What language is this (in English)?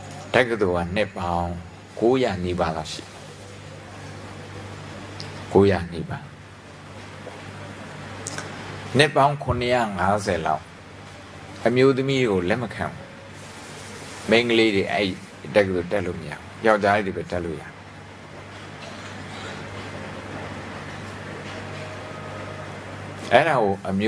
Burmese